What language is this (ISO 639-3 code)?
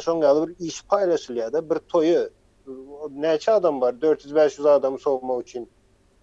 tuk